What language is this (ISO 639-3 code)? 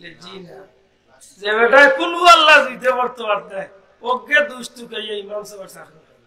syl